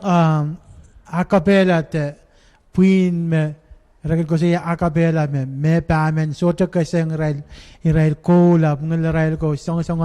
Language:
Pohnpeian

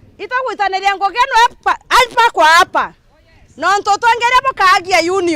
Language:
Meru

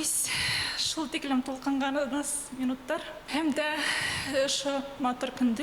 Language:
Bashkir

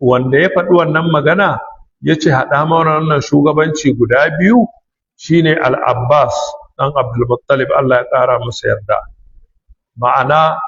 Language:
Hausa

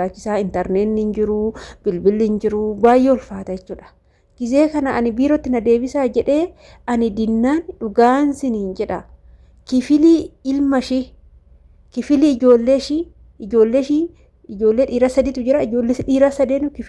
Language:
Oromo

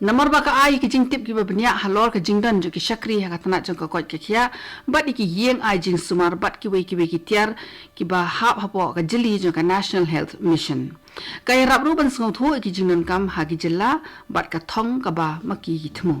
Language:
Khasi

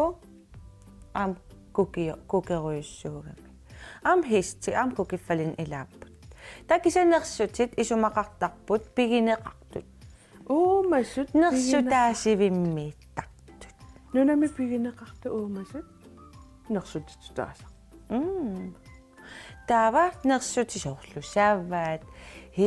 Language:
Kalaallisut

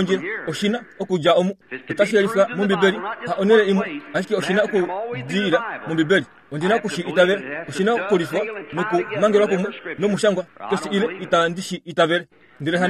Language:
Kuanyama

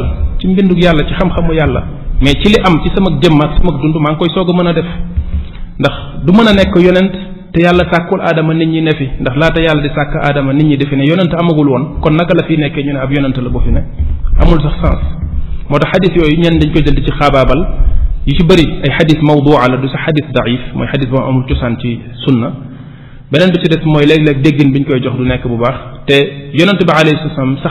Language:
Wolof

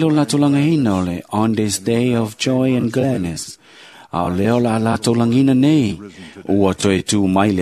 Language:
Samoan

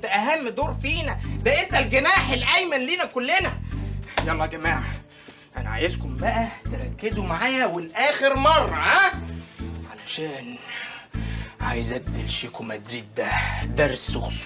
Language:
Egyptian Arabic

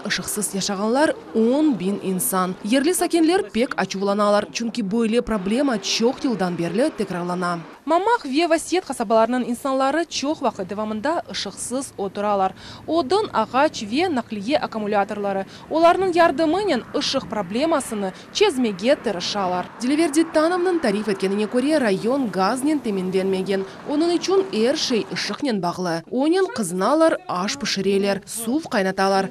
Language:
Crimean Tatar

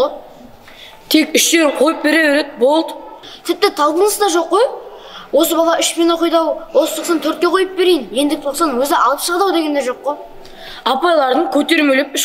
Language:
Kazakh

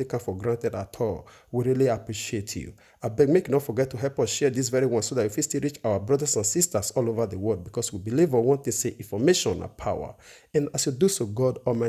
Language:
Nigerian Pidgin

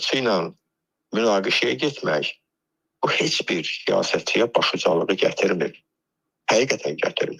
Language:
Azerbaijani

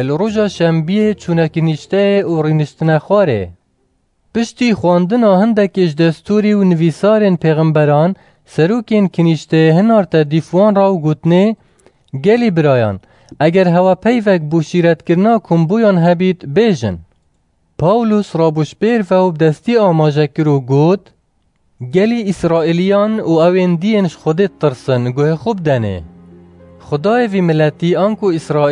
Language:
Kurdish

